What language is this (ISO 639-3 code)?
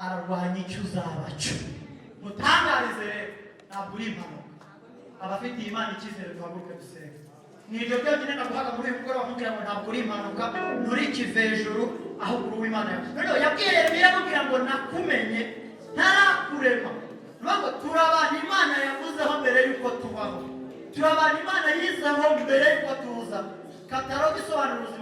kin